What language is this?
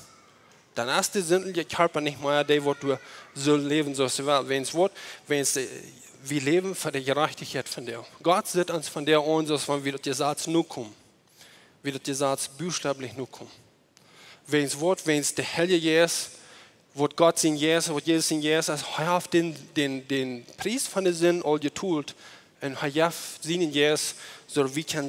Plautdietsch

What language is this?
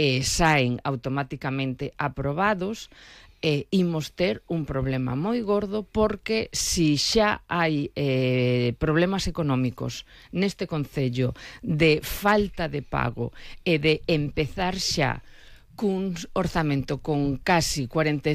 Galician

